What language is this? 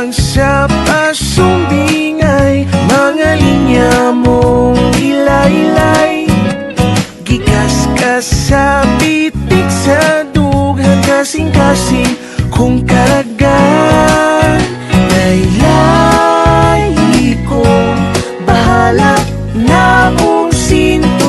Cebuano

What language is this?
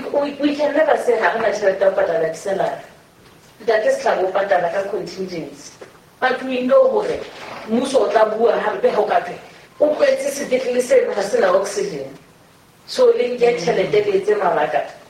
Southern Sotho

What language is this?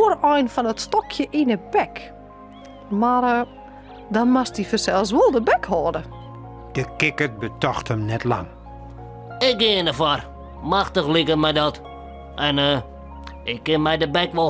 Western Frisian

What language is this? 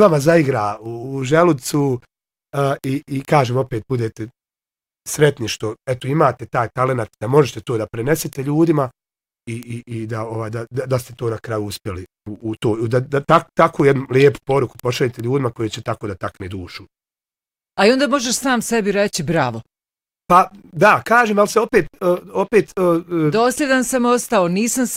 Bosnian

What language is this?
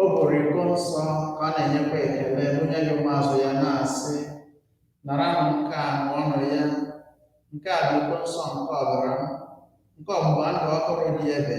Igbo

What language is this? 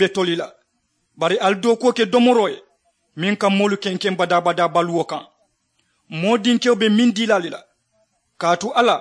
Mandingo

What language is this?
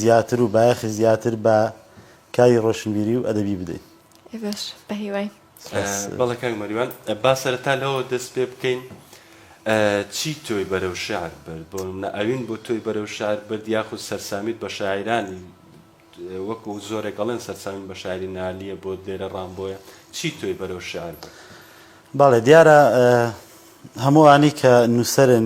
Central Kurdish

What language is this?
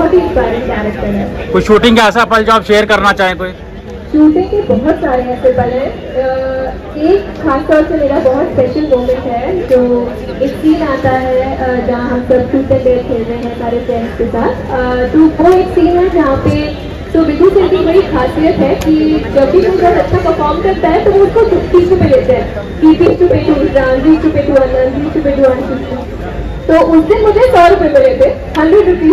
Hindi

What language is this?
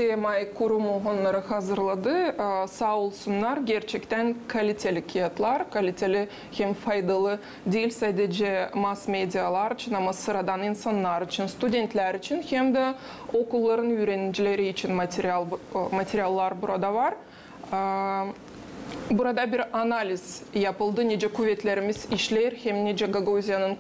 Gagauz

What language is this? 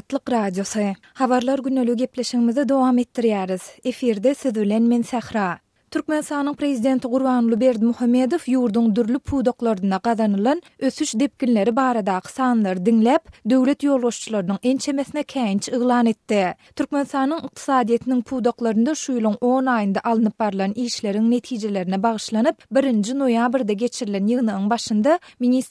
Turkmen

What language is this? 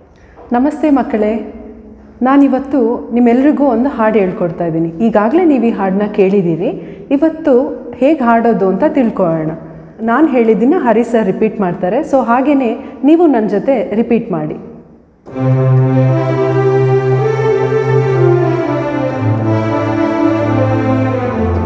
Kannada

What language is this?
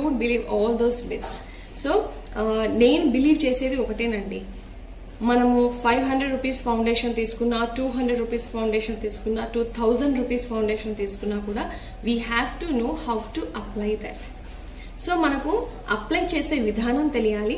Telugu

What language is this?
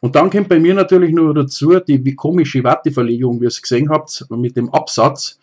Bavarian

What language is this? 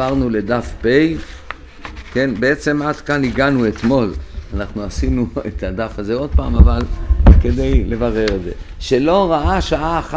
Hebrew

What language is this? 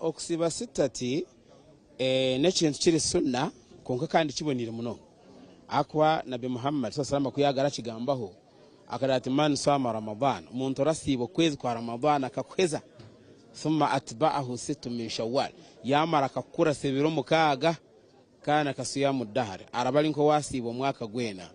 Nyankole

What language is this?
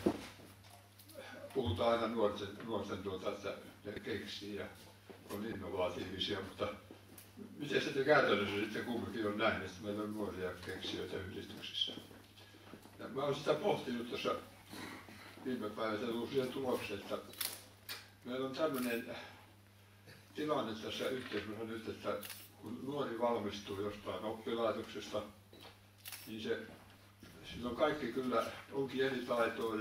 Finnish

